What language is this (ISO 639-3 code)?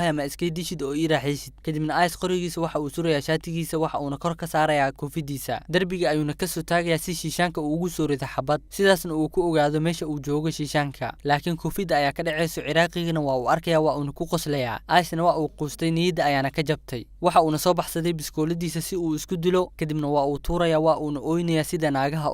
som